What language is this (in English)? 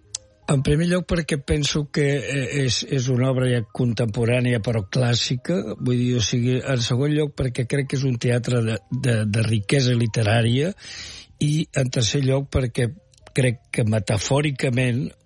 Catalan